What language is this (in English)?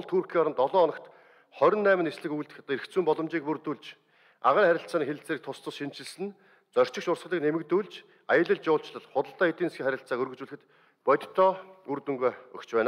Mongolian